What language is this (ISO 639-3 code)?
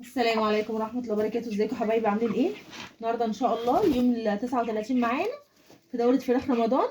arz